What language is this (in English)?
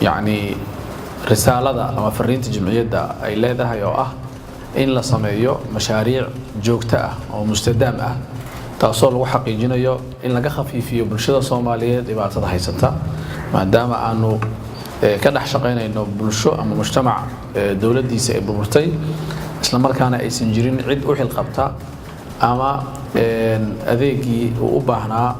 Somali